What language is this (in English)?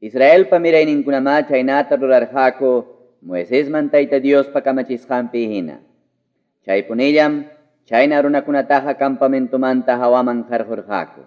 Ayacucho Quechua